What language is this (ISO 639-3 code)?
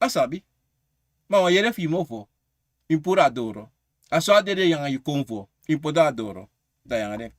srn